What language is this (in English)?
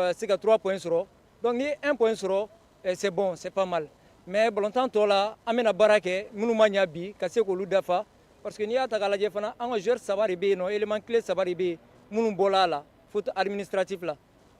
Bambara